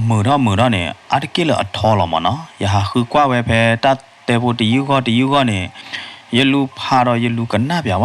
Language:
S'gaw Karen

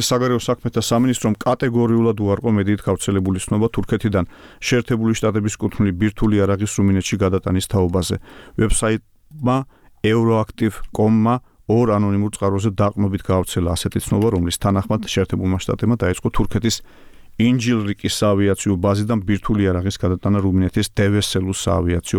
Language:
Georgian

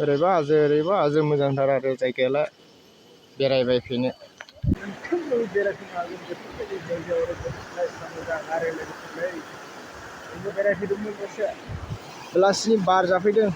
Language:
Bodo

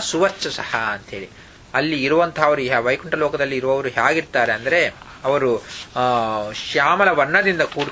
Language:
Kannada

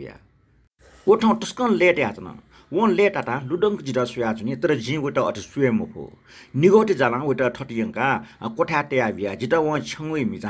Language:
Newari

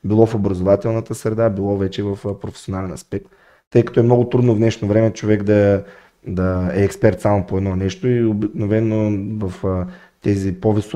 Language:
Bulgarian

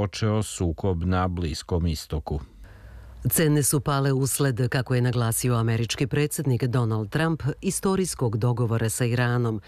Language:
Serbian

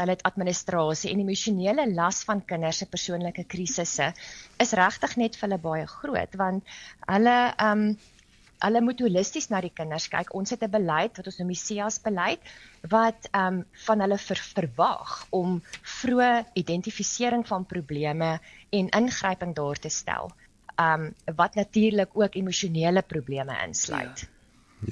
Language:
Afrikaans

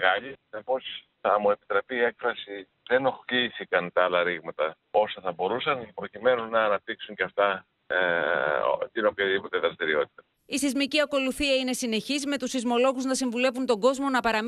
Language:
Greek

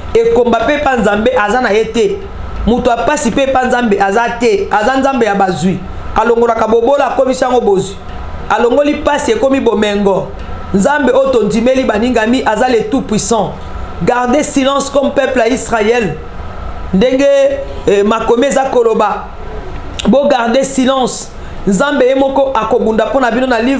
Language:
Lingala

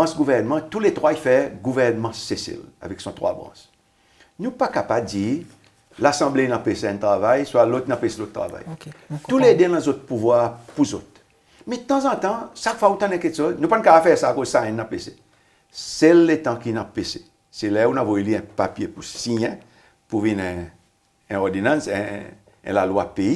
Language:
Seselwa Creole French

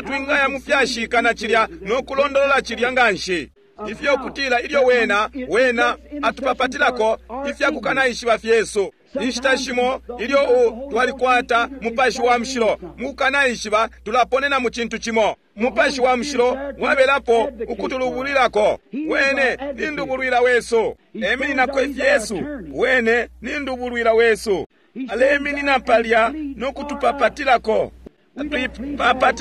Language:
Bemba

